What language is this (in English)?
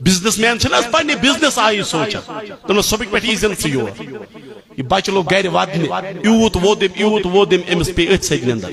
Kashmiri